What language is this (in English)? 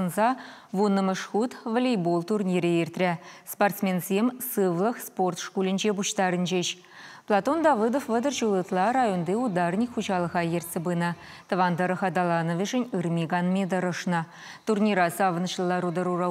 Chuvash